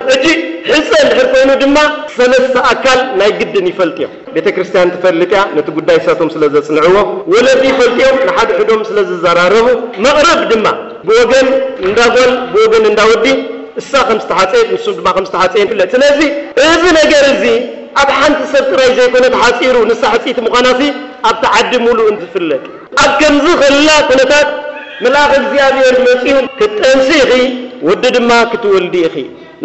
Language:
Tigrinya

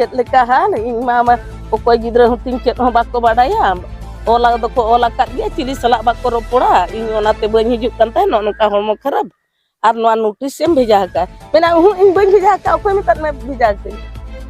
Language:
Santali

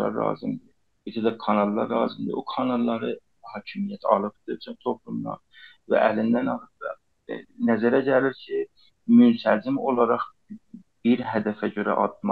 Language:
South Azerbaijani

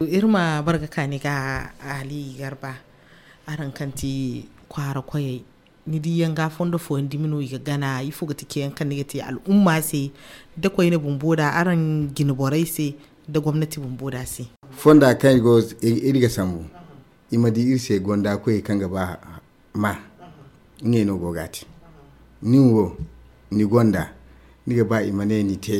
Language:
Zarma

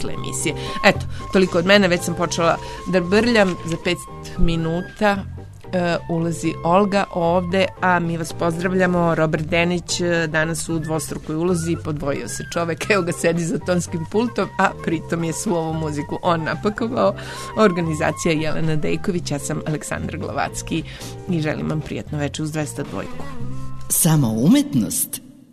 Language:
Serbian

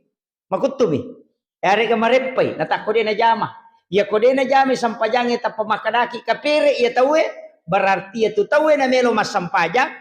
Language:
Buginese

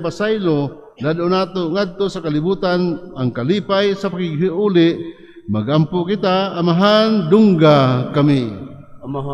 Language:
Cebuano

